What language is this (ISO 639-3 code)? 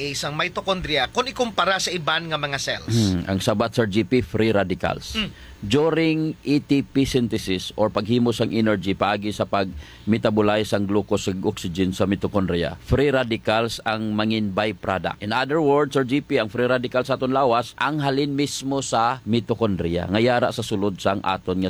hil